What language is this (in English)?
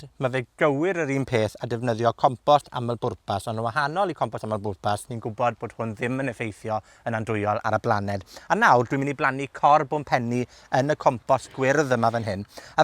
Welsh